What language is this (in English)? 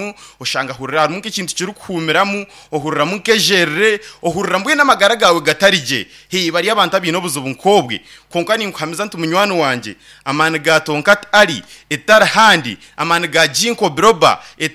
Nyankole